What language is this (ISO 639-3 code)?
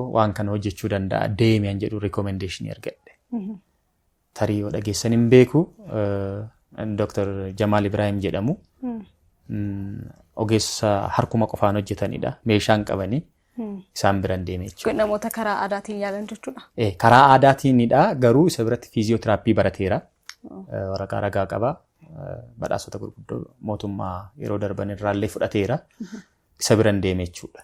orm